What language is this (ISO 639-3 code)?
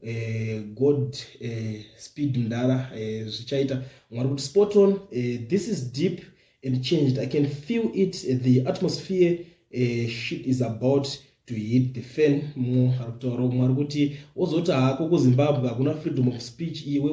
sna